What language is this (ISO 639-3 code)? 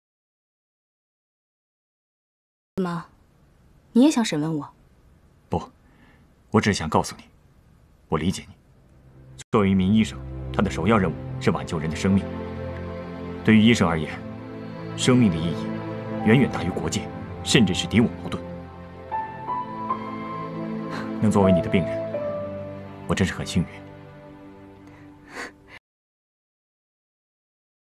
zho